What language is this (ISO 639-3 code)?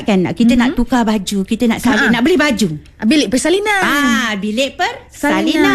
msa